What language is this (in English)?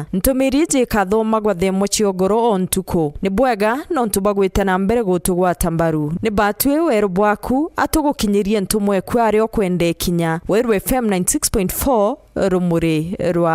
Meru